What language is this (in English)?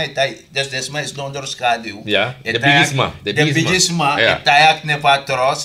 Sranan Tongo